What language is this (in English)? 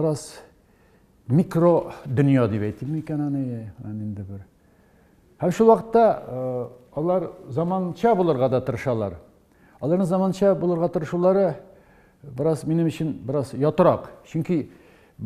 Tatar